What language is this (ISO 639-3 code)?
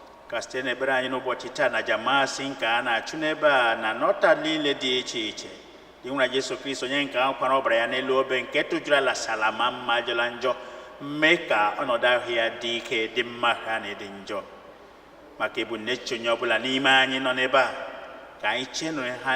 ibo